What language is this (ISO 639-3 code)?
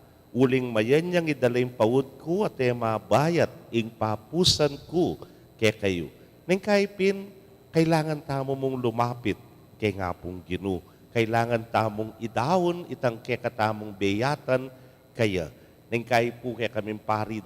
pam